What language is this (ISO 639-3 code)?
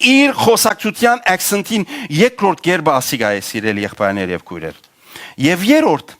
hyw